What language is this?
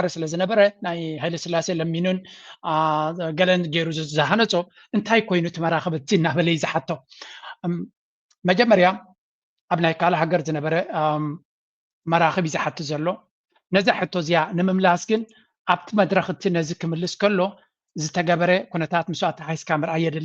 Tigrinya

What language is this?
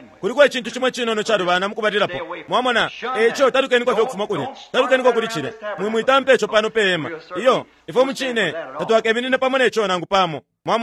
Bemba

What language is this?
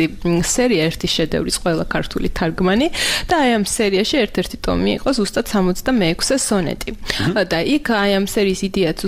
Georgian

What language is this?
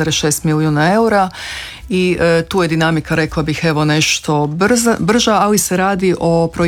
Croatian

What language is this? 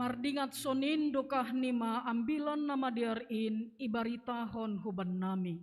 Batak Simalungun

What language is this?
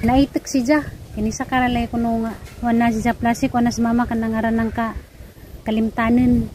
Cebuano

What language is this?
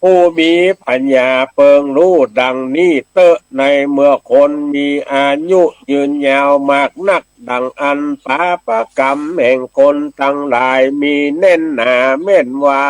Northern Thai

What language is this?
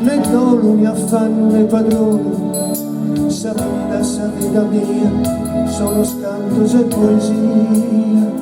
Sardinian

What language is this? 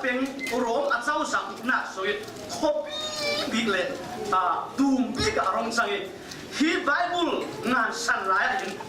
Falam Chin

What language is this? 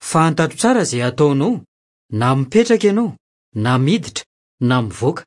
Malagasy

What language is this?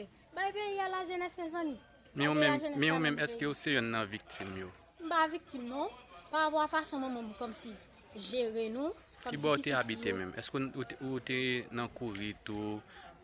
Haitian Creole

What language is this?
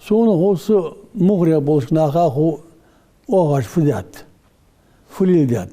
Ingush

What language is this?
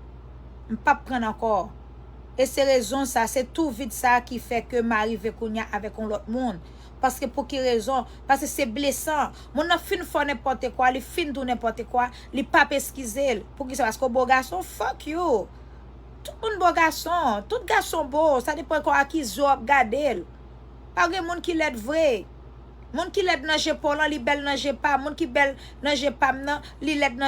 Haitian Creole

